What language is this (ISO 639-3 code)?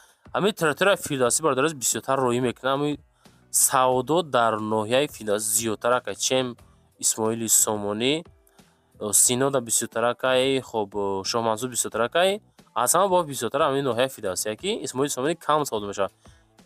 tgk